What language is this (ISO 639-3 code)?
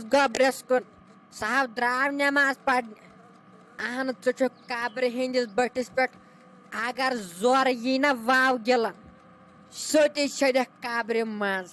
kas